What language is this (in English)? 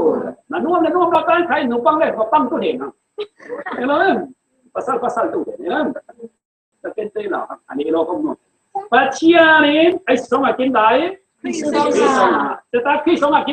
Falam Chin